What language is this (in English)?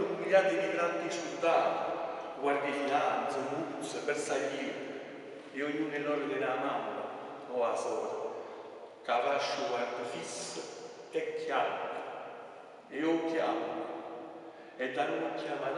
Neapolitan